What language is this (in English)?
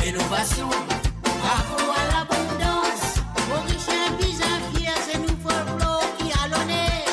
Morisyen